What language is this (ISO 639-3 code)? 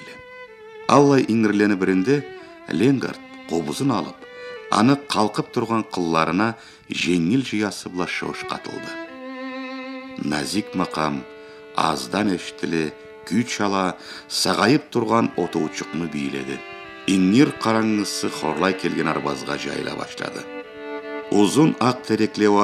krc